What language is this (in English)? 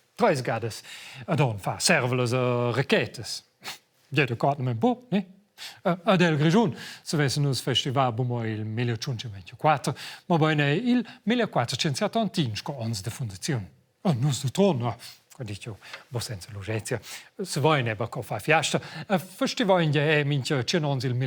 Romansh